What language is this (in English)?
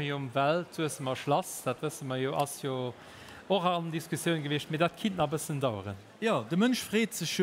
Luxembourgish